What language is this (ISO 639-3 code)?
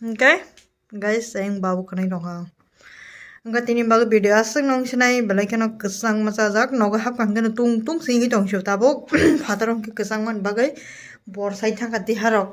trp